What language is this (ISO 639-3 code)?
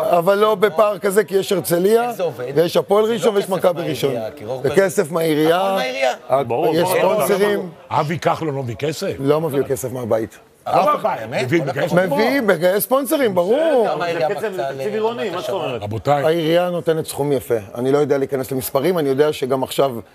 heb